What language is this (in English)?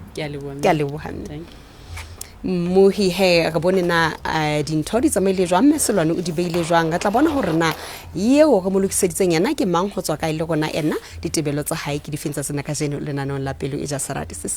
Southern Sotho